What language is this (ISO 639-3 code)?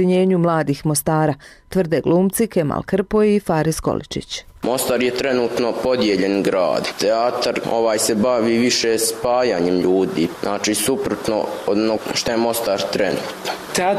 bos